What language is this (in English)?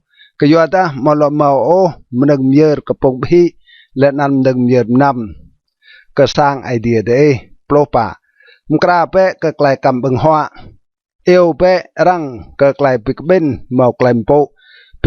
Rade